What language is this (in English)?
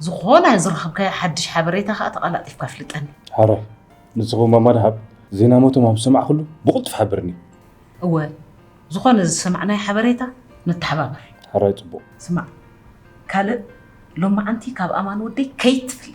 Tigrinya